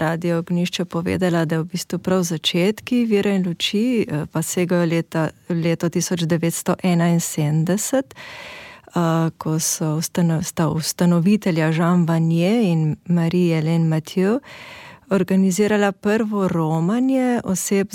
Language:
Slovenian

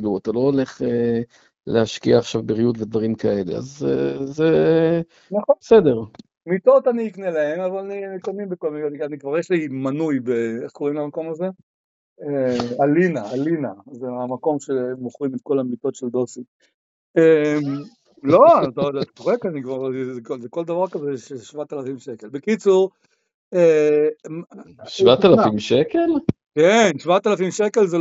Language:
Hebrew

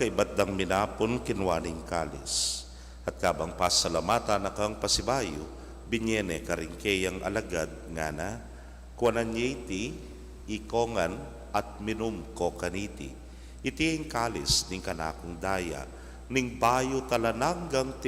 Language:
Pampanga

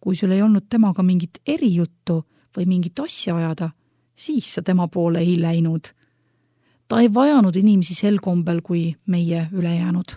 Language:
Estonian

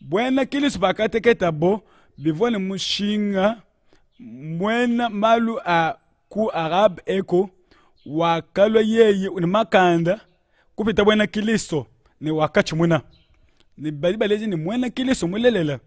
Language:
Luba-Lulua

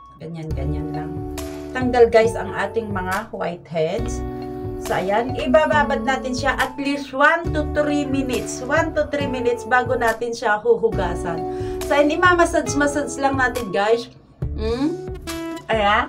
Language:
Filipino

